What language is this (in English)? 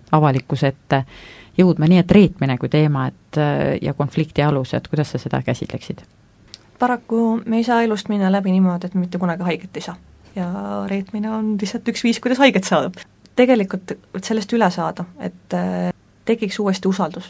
Estonian